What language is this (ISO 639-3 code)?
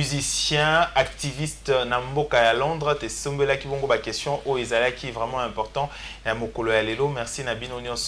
lin